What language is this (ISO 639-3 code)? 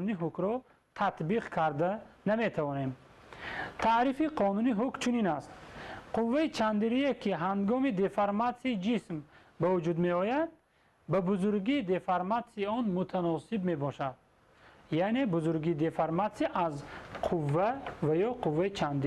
tgk